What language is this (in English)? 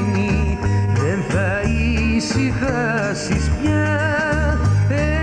Greek